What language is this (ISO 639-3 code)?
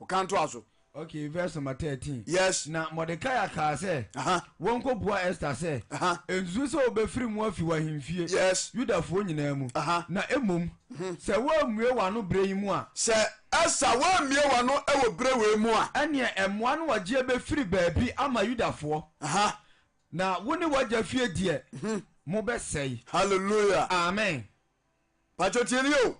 aka